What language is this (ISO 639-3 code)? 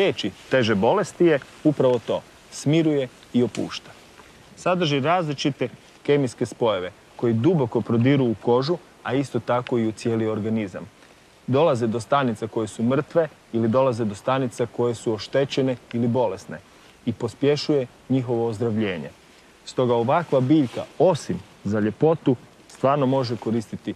hrv